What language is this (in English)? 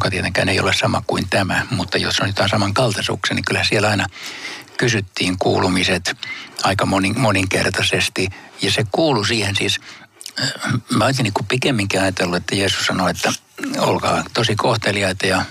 Finnish